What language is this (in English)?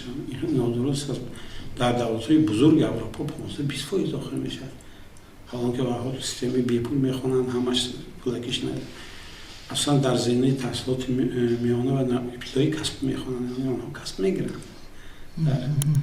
Tajik